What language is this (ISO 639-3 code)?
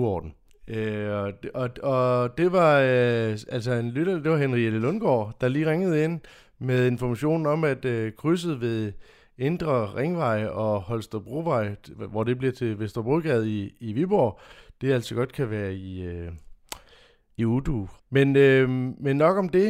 dan